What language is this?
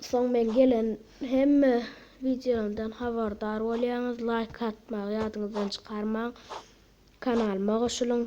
Turkmen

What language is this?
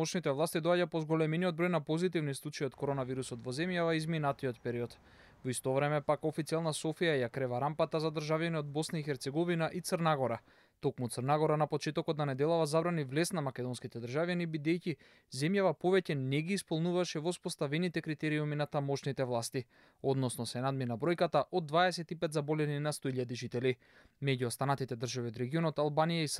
Macedonian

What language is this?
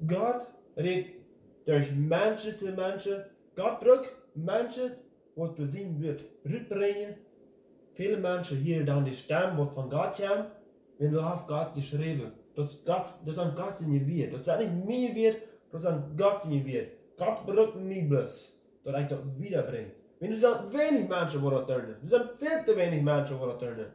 Plautdietsch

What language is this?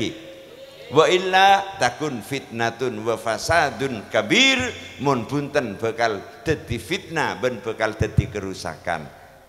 Madurese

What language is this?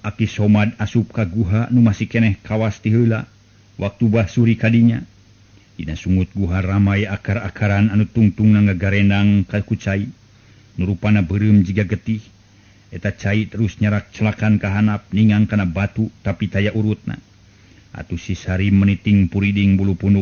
Sundanese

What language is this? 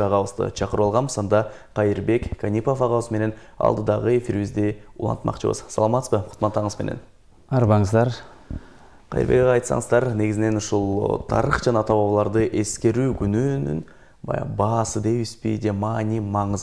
Kyrgyz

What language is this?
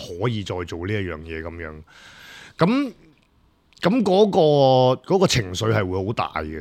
Cantonese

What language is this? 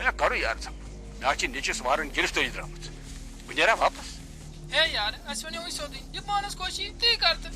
Kashmiri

